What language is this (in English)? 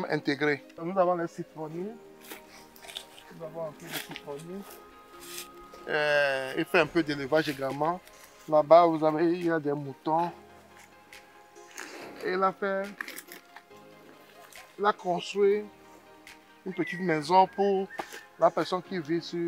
French